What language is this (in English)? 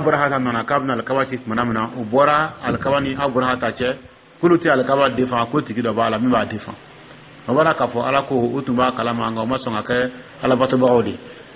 Dyula